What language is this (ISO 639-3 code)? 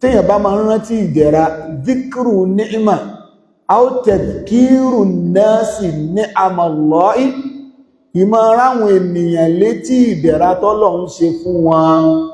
yor